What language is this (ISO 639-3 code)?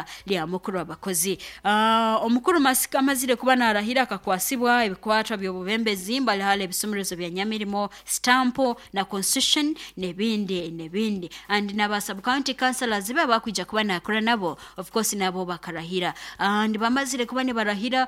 nyo